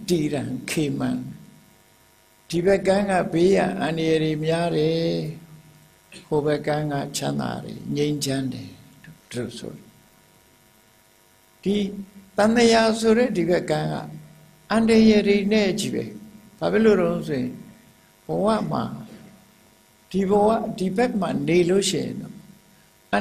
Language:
Burmese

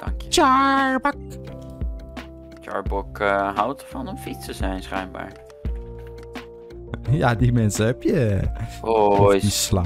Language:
Dutch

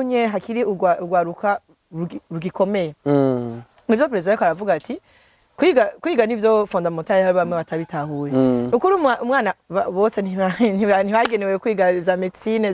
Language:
Rundi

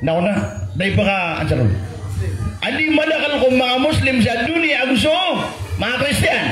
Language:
Maranao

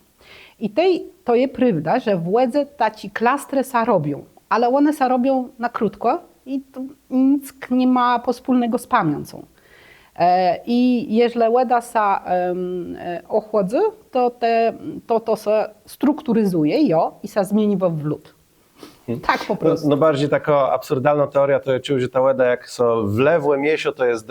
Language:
Kashubian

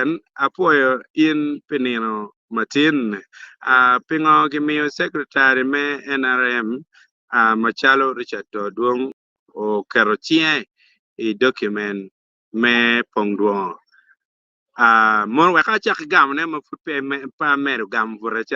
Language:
Acoli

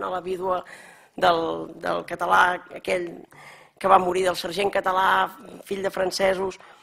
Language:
Catalan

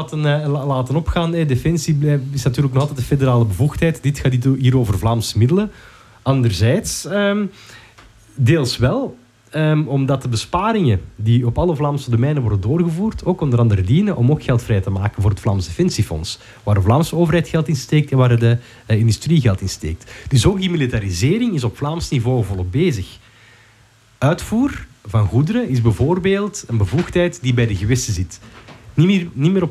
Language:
Dutch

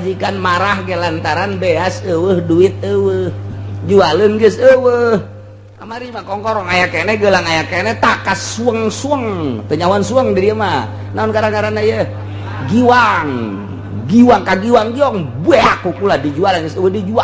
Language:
Sundanese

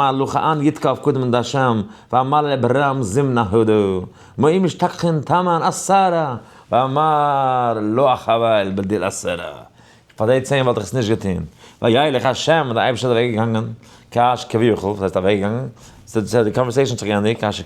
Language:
Yiddish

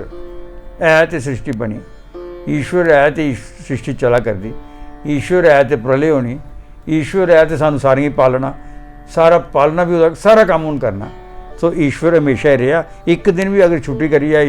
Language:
Dogri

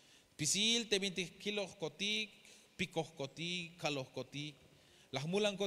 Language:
Tzeltal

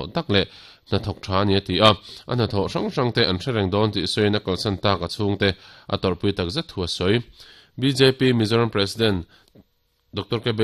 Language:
Mizo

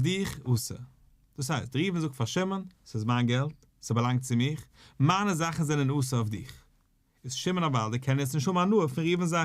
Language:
Yiddish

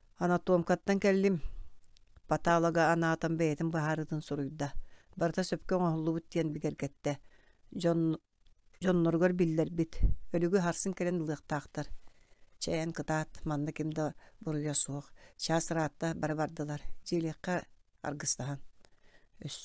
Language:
Yakut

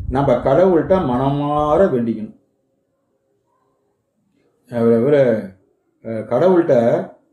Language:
Tamil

